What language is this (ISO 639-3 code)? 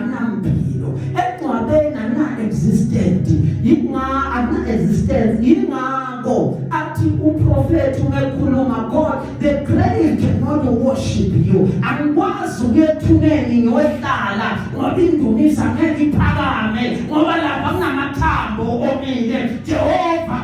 zul